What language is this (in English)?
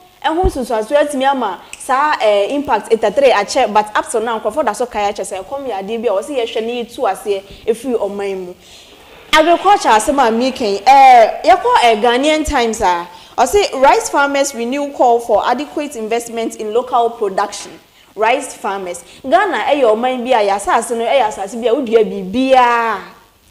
Akan